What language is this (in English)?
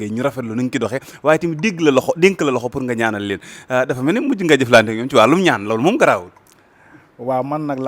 Wolof